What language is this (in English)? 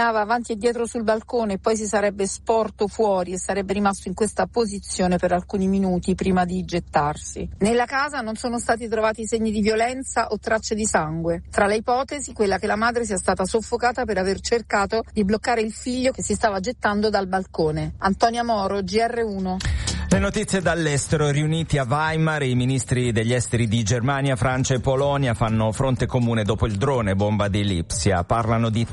Italian